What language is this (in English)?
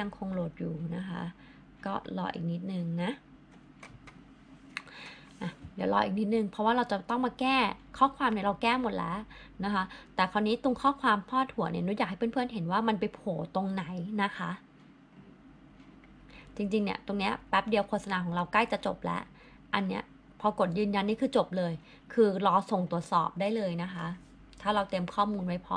Thai